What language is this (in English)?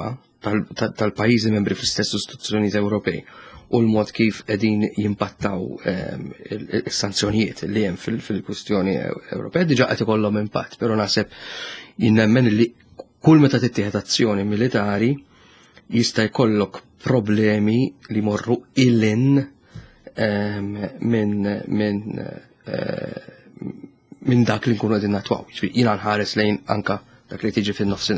Maltese